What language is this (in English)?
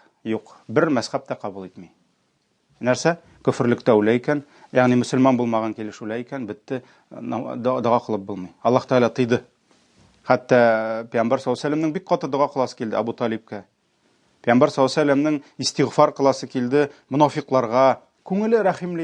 Tatar